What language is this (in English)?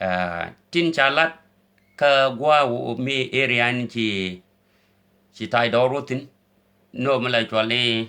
Nuer